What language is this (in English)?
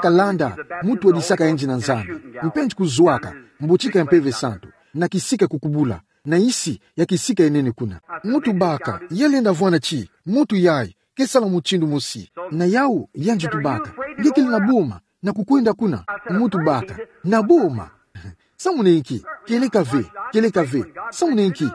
Kituba (Democratic Republic of Congo)